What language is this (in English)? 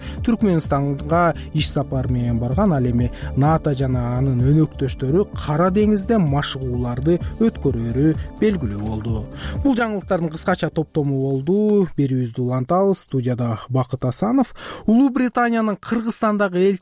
Kyrgyz